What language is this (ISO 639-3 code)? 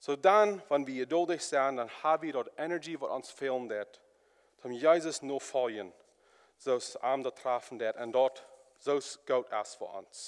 pdt